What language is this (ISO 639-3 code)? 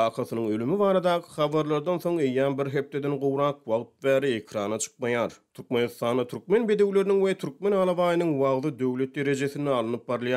tuk